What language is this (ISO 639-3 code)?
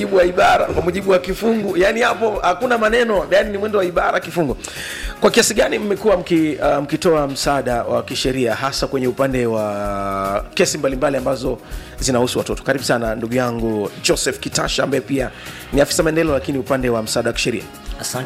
swa